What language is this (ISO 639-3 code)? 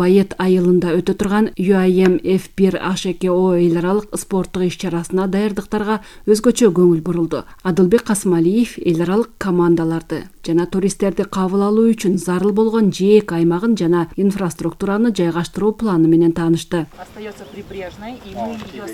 kir